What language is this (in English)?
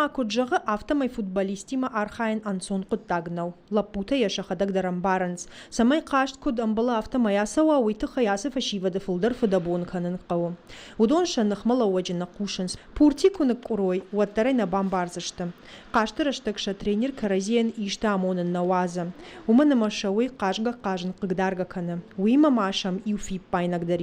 Ossetic